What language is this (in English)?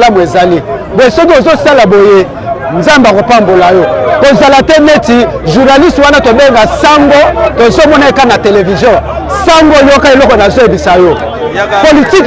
Lingala